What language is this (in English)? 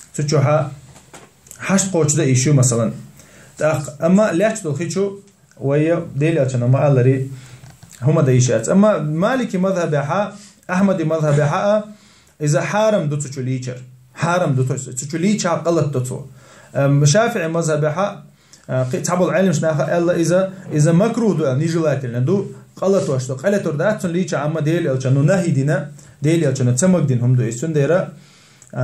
Chechen